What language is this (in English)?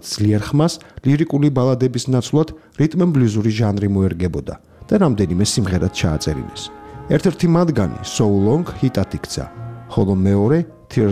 Georgian